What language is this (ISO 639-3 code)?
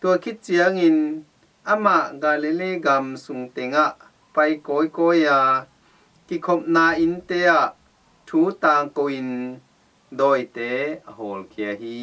ctd